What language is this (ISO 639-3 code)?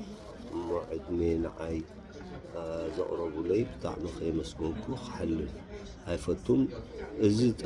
tir